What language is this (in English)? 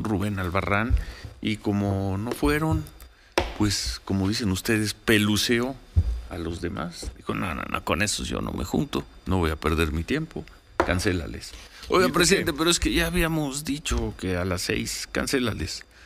Spanish